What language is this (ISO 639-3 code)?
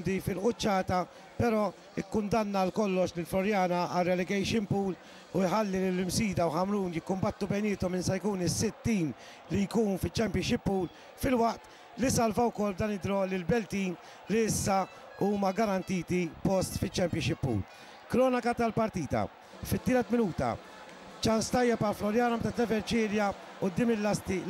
mlt